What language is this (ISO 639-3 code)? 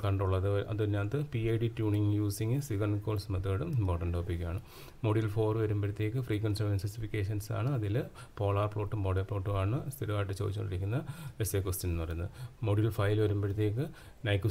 mal